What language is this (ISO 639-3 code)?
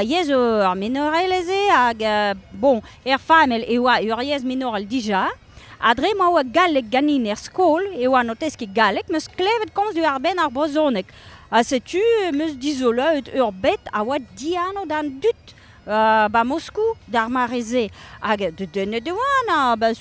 bre